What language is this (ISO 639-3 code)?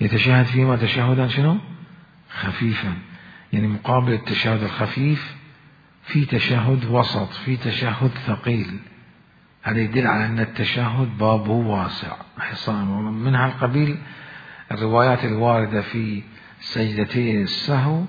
acm